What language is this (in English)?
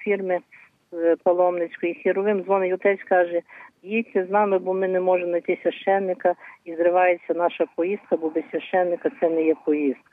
Ukrainian